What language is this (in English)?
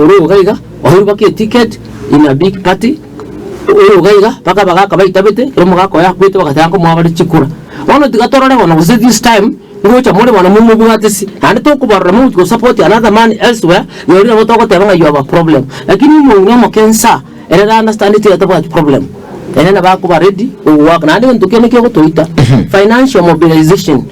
Gusii